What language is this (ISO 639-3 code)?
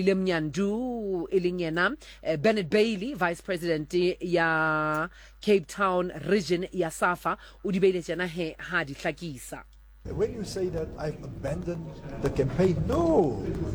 sot